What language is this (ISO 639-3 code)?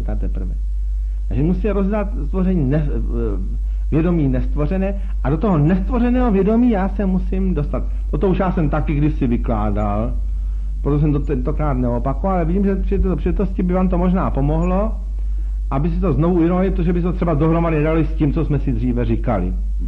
ces